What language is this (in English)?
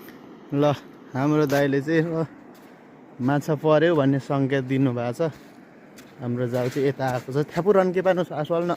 Nepali